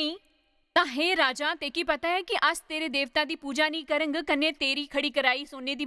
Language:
Dogri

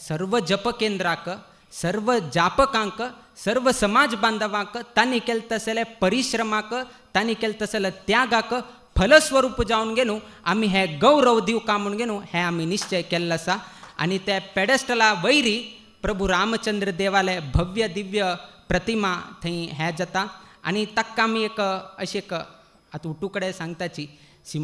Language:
Konkani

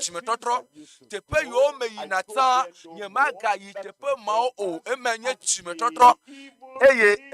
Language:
Ewe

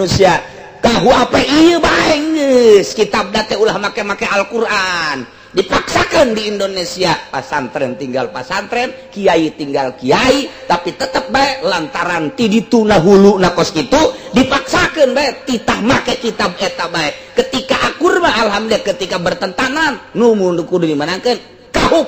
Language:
Sundanese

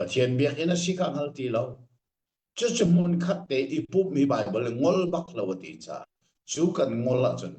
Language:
Hakha Chin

